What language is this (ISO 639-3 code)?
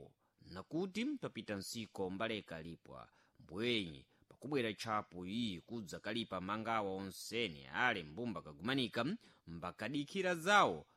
seh